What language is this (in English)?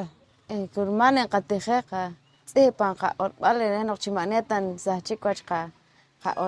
Poqomchi'